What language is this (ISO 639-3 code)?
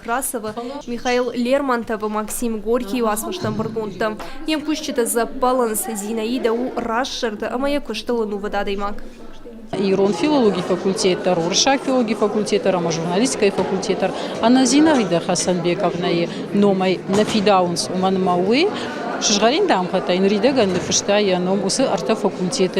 oss